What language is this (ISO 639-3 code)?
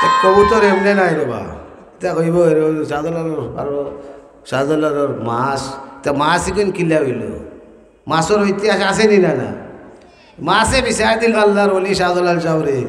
syl